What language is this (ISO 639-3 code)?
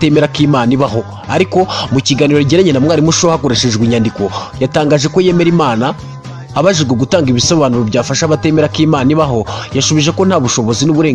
kin